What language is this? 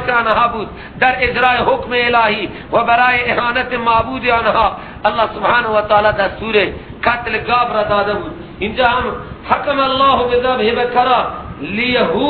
Persian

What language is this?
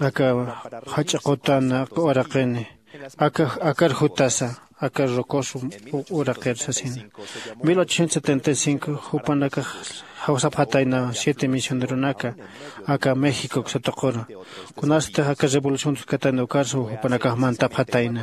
Aymara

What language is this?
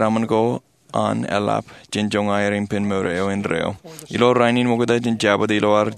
Marshallese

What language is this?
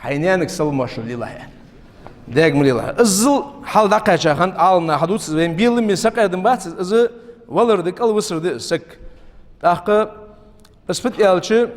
Ingush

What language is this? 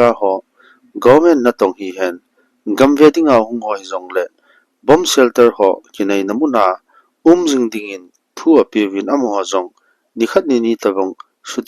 Thado Chin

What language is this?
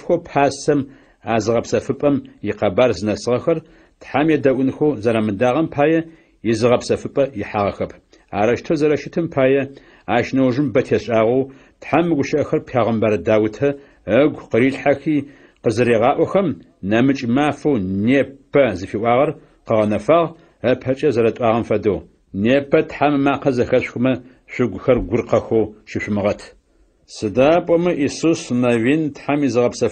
Adyghe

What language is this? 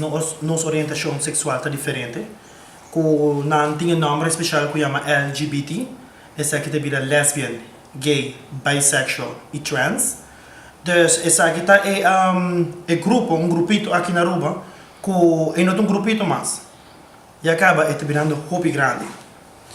Papiamento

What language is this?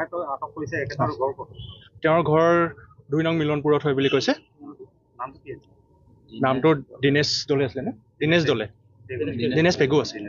Assamese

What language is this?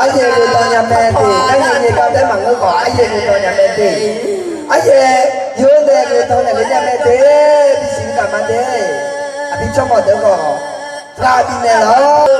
Akha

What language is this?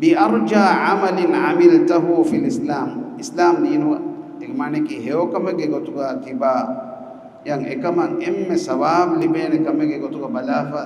Divehi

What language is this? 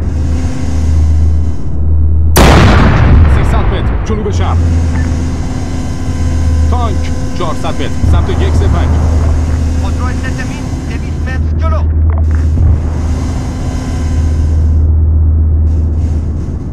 Persian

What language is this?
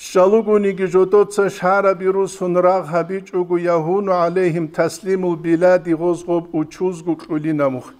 Avaric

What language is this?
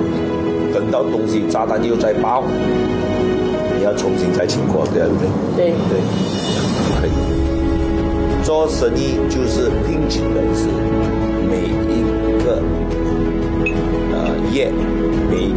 Chinese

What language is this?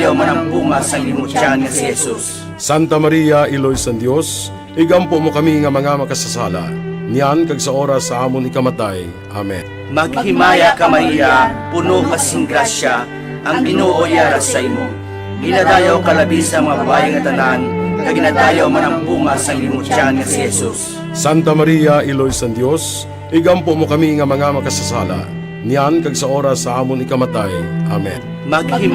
Hiligaynon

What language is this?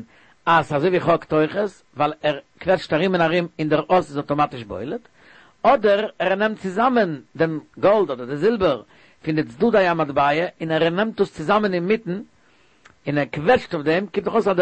Yiddish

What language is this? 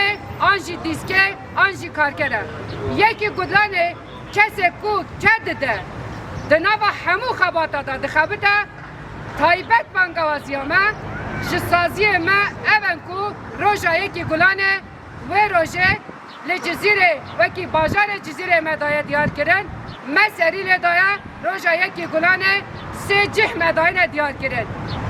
Kurdish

